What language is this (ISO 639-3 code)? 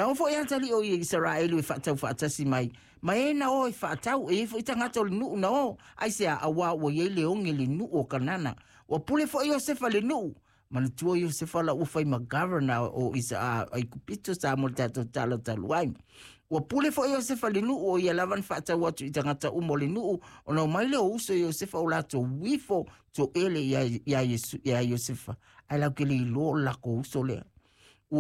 smo